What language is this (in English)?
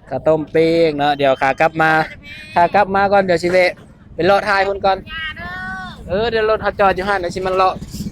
Lao